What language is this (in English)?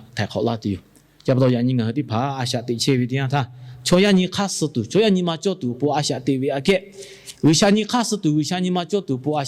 Lahu